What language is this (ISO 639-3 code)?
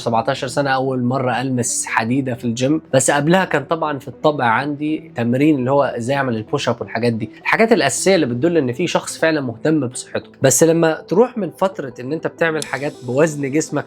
arz